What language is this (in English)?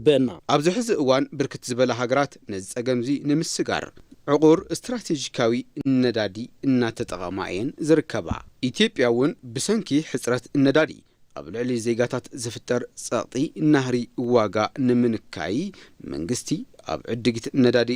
Tigrinya